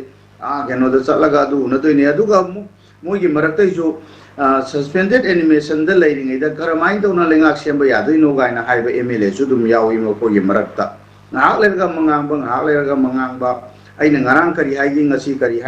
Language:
Manipuri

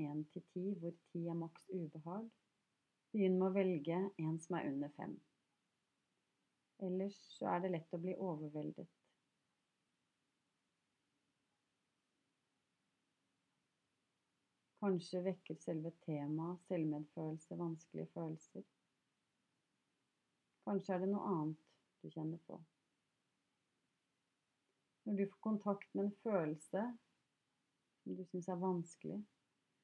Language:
Norwegian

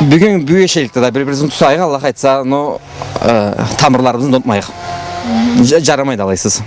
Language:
Karachay-Balkar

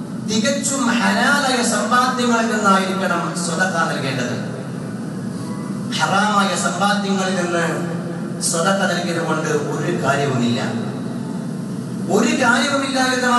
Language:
Malayalam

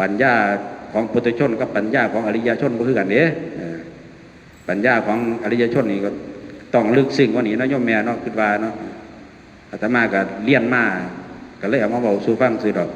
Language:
Northeastern Thai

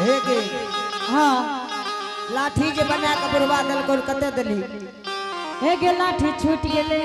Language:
Angika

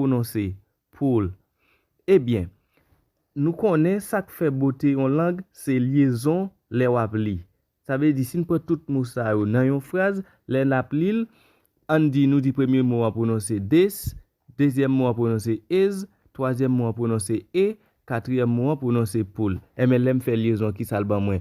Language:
Haitian Creole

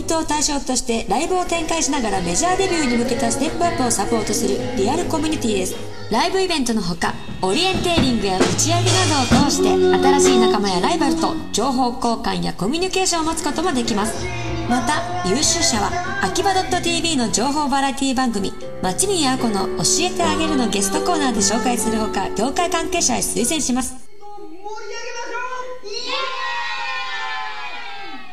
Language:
Japanese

